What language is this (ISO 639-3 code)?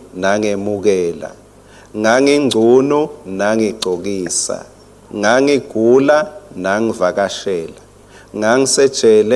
ssw